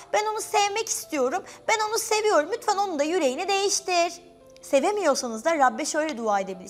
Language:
Turkish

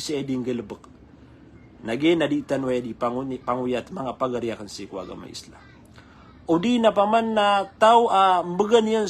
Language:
Maranao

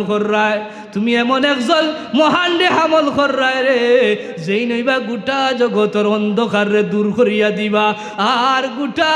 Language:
Sylheti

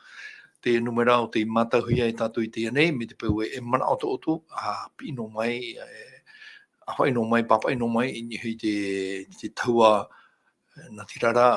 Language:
Tahitian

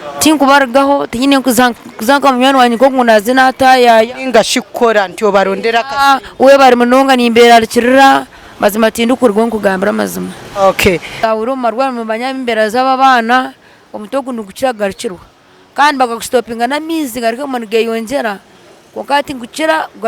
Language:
Nyankole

